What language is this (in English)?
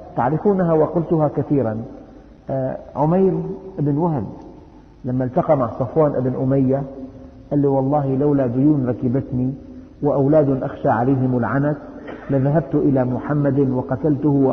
Arabic